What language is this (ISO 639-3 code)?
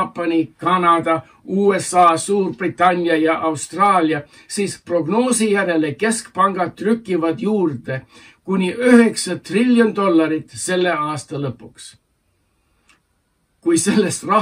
est